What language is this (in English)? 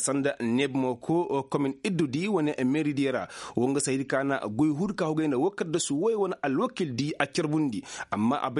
Koyraboro Senni